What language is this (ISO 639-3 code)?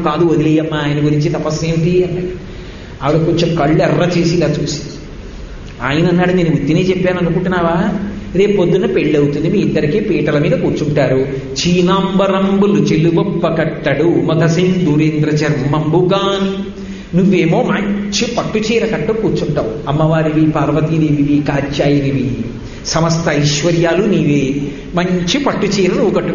tel